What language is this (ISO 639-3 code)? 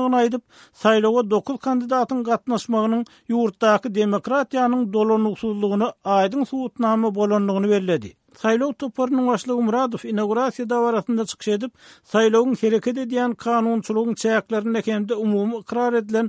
tuk